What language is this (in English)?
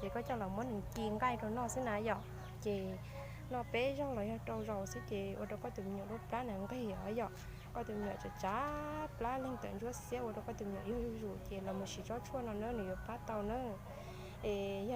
Hmong